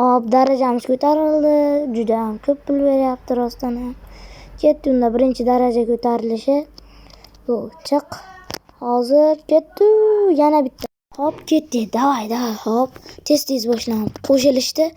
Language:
Uzbek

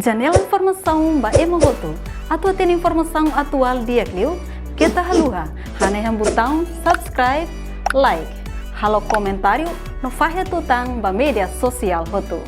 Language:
Tetum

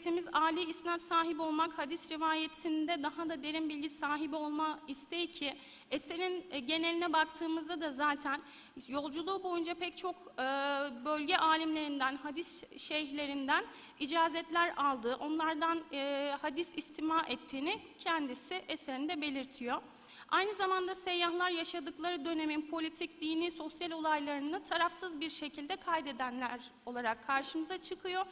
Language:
Turkish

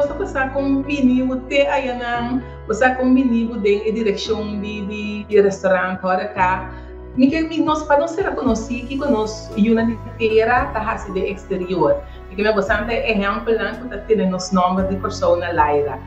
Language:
Papiamento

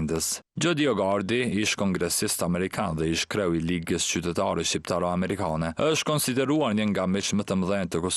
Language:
Albanian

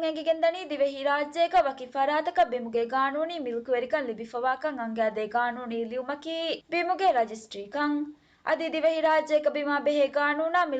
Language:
Divehi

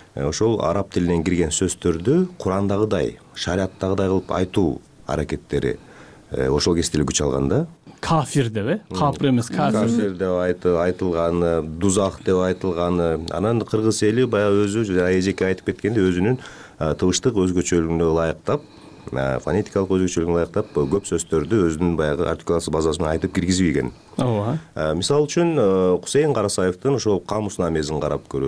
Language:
Kyrgyz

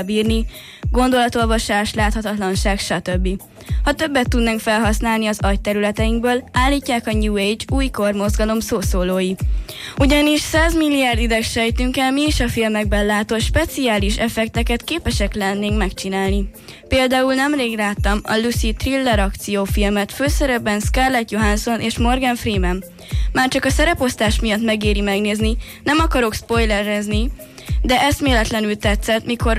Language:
Hungarian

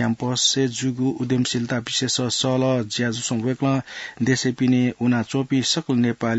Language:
Newari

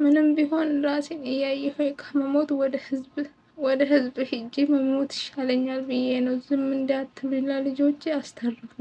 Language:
Amharic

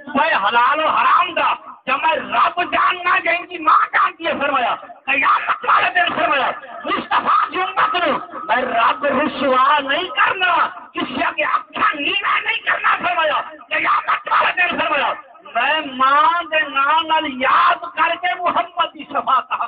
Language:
Saraiki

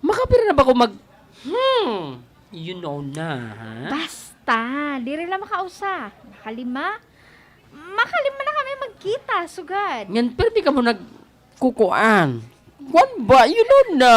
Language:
Waray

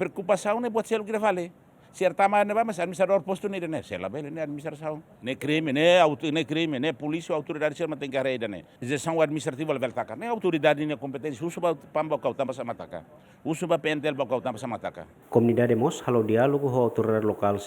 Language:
Tetum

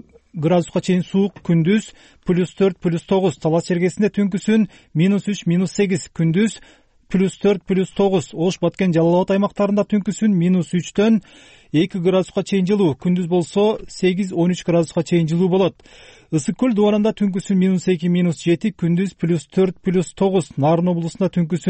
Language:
Kyrgyz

